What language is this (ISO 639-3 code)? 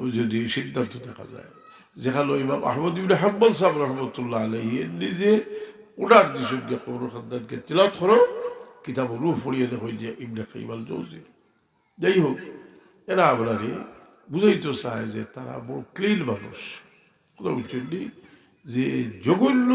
syl